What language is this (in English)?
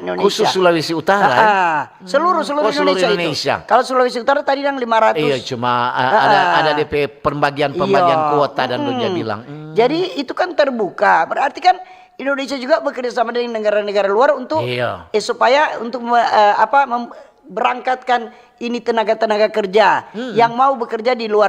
Manado Malay